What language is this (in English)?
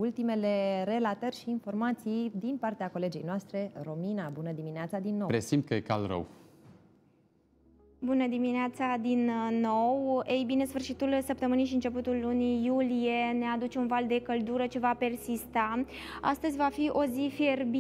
Romanian